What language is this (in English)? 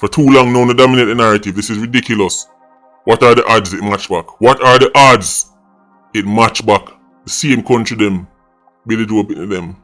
Jamaican Creole English